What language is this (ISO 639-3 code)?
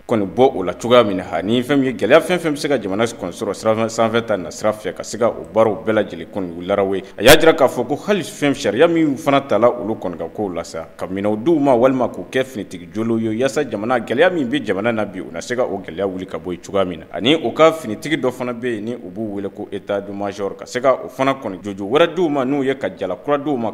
bam